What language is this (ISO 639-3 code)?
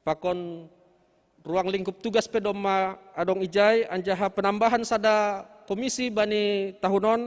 bts